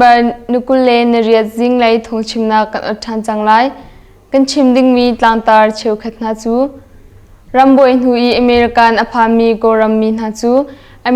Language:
Hakha Chin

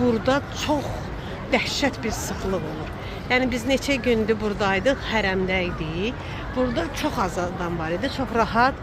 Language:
Azerbaijani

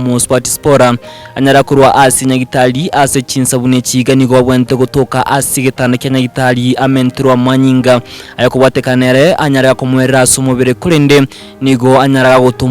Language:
Gusii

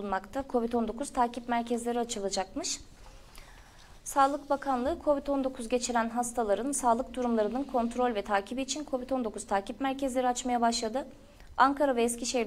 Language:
Turkish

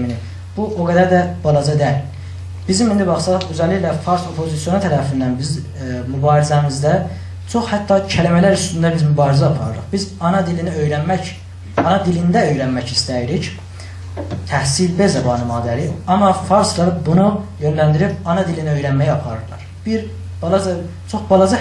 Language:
South Azerbaijani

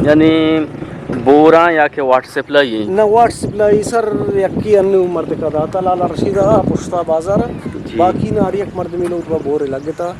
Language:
Eastern Balochi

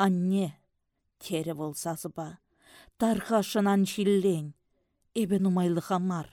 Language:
Chuvash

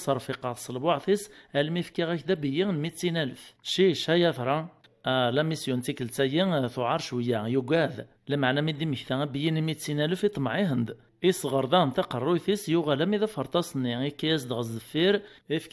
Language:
Kabyle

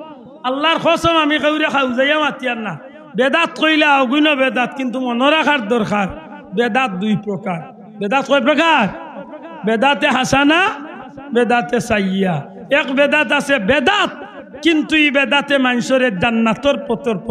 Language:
Sylheti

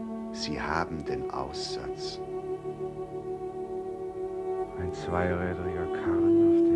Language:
German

